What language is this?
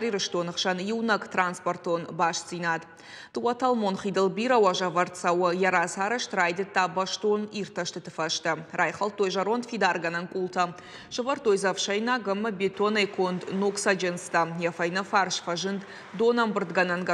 Ossetic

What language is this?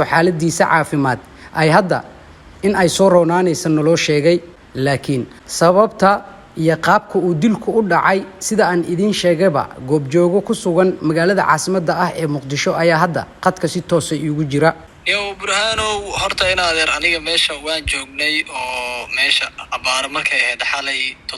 Somali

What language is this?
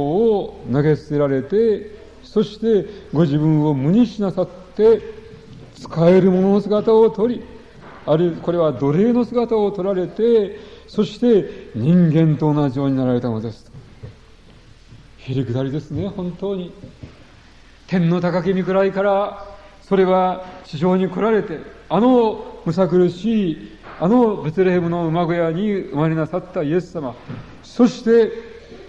Japanese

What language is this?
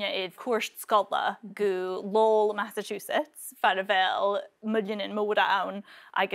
Scottish Gaelic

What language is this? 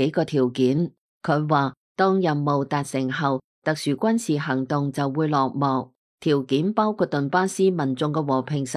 Cantonese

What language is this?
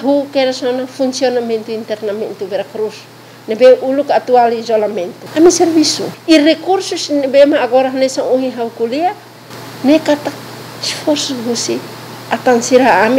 Tetum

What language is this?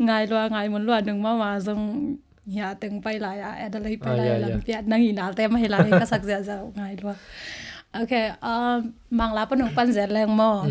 Tedim Chin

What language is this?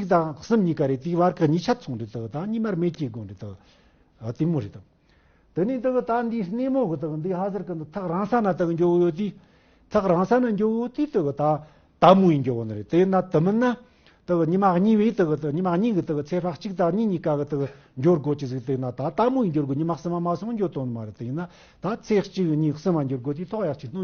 Tibetan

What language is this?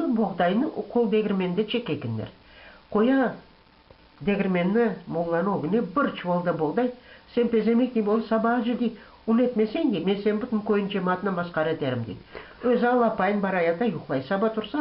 Crimean Tatar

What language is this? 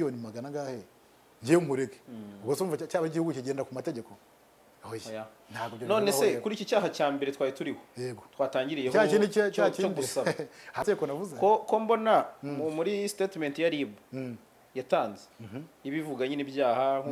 Kinyarwanda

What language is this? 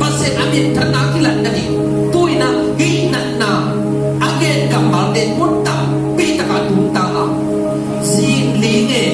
Tedim Chin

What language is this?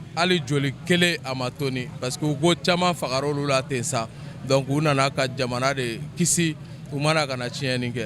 Bambara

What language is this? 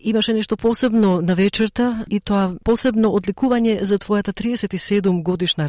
Macedonian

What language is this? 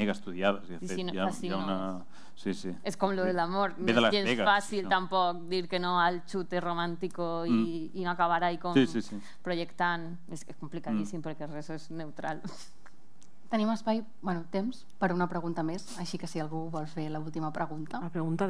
Catalan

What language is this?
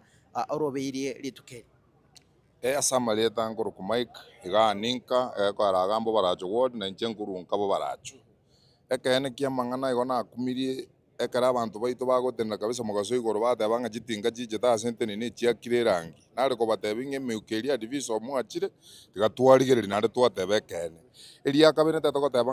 Gusii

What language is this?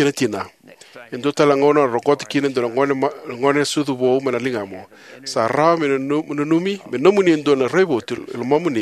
Fijian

